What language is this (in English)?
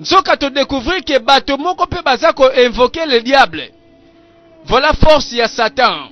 Lingala